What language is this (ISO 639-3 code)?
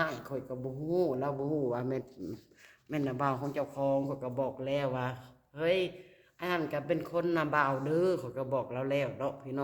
lao